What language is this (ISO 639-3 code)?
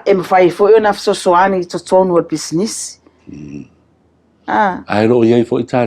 smo